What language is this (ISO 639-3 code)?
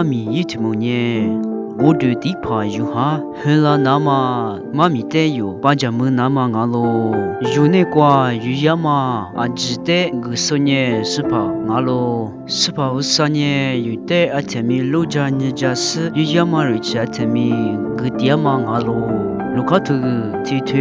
lis